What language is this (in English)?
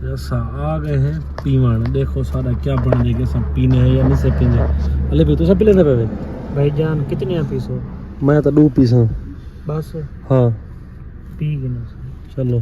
Saraiki